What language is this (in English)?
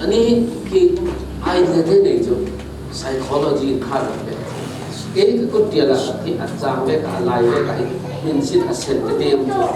Falam Chin